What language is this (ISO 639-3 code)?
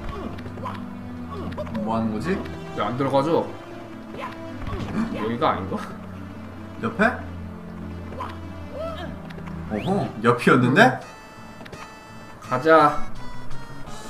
kor